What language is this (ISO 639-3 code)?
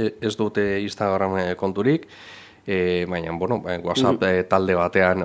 eus